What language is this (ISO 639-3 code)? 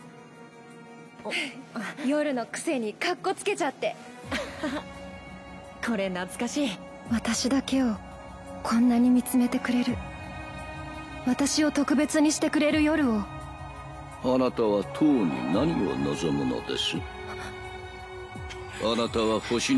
jpn